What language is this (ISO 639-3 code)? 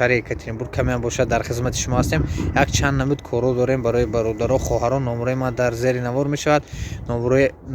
tgk